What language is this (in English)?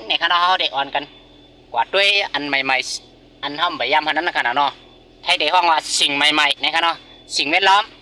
Shan